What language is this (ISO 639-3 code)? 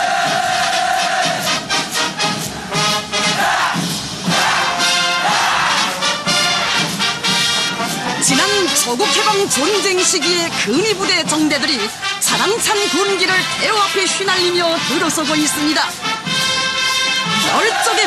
kor